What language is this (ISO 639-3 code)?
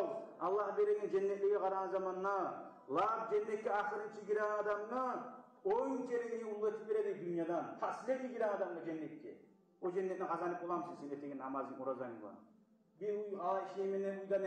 kum